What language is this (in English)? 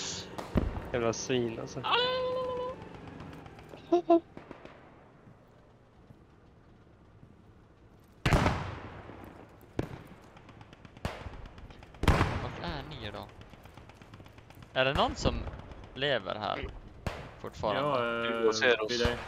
Swedish